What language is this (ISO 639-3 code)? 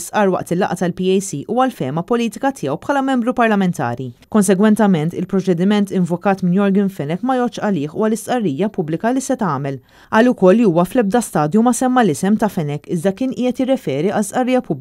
mlt